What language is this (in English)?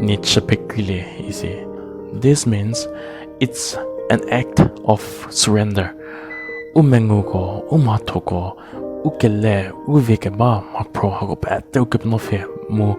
Angami Naga